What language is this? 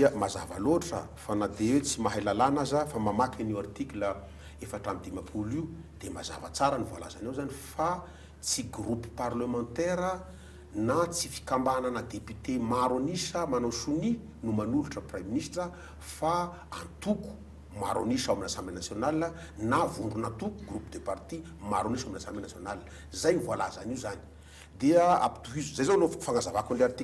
Malagasy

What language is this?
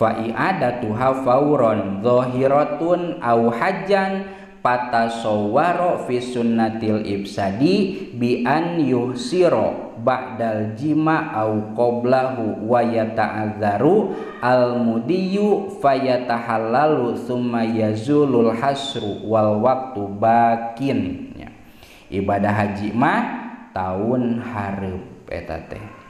Sundanese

